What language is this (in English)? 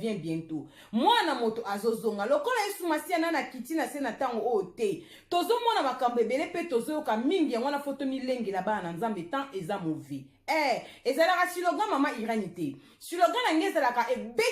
Lingala